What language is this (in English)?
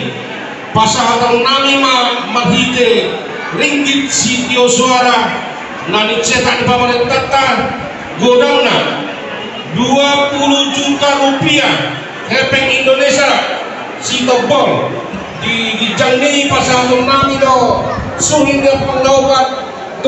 Batak Toba